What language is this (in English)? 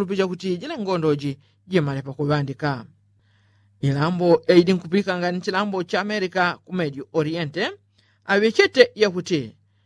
Yao